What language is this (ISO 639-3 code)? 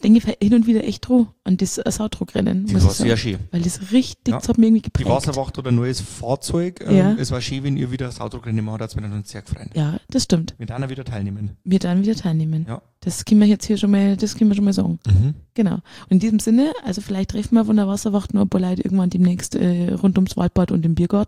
deu